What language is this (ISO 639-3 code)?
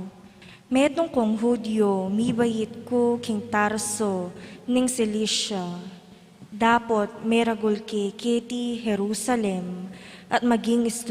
pam